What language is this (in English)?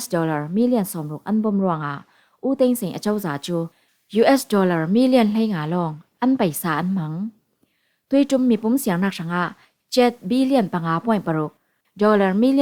Falam Chin